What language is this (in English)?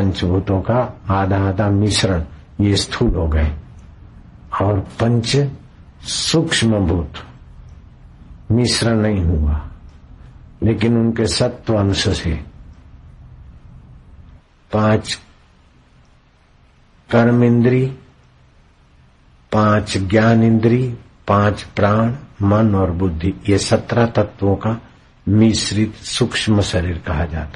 Hindi